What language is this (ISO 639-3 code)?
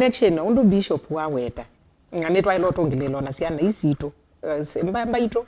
kam